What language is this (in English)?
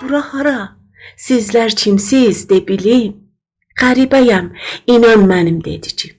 South Azerbaijani